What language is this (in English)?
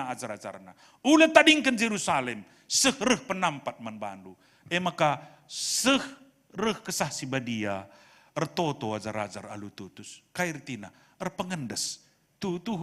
Batak Karo